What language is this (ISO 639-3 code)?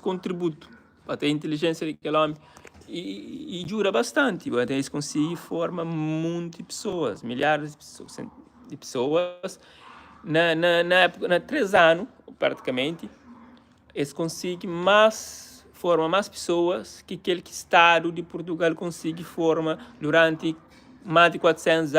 kea